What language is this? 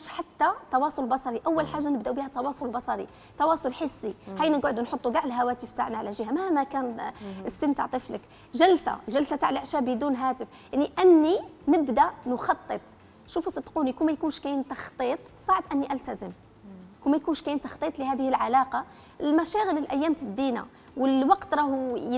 Algerian Arabic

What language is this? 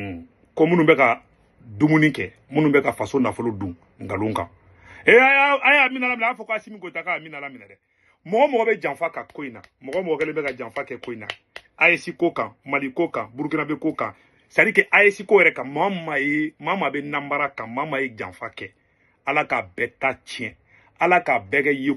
Bambara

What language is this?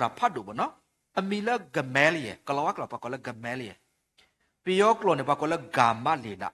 S'gaw Karen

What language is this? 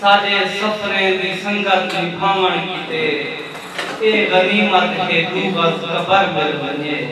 Saraiki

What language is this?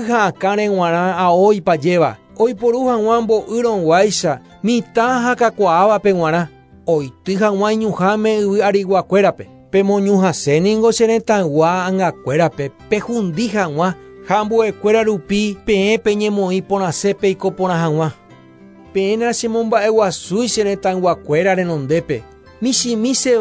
Guarani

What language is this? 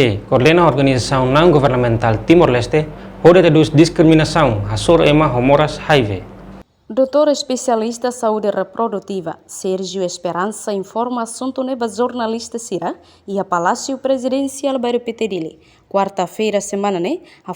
Tetum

